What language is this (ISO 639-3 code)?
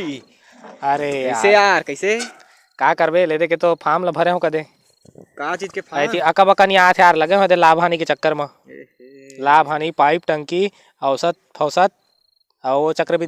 hne